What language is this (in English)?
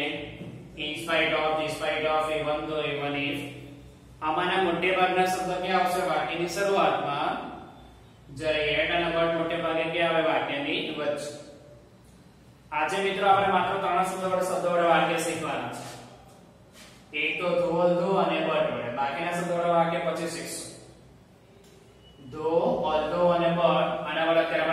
Gujarati